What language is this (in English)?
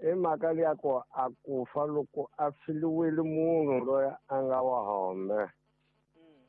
Tsonga